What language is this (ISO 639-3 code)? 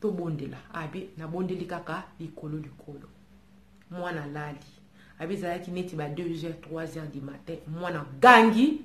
lin